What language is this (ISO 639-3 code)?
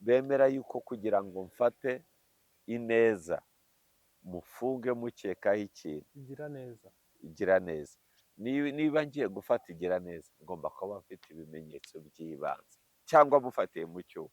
kin